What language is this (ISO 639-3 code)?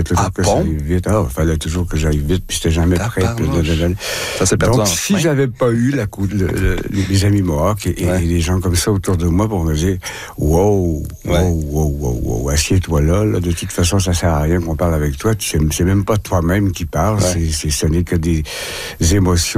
fra